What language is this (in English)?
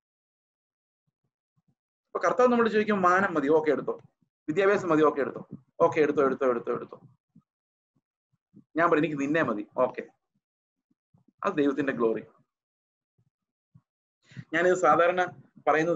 Malayalam